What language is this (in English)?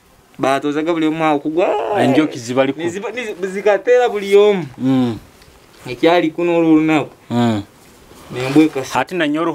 Nyoro